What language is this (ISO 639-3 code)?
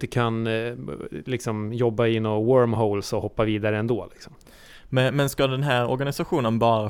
swe